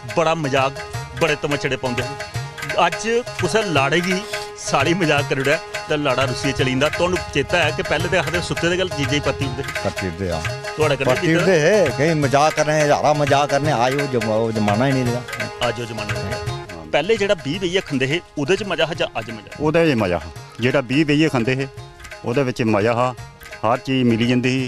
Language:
Dogri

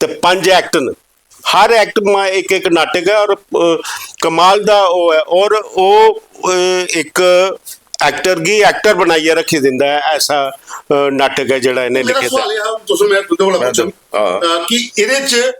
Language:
Dogri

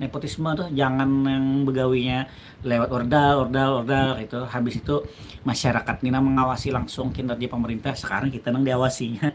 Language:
Banjar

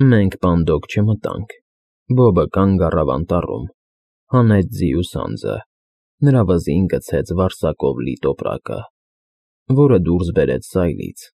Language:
Armenian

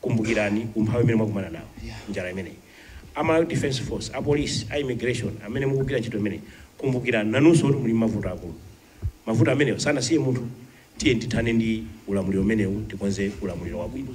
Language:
Nyanja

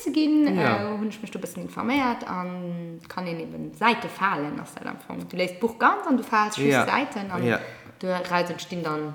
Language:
Luxembourgish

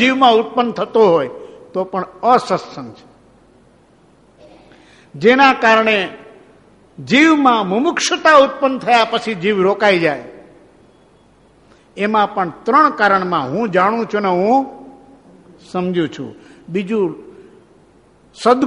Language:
Gujarati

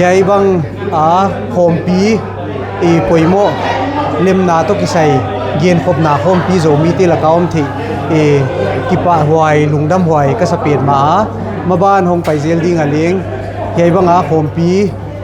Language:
Tedim Chin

